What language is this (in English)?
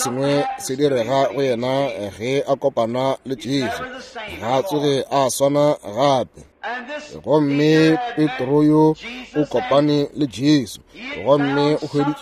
Northern Sotho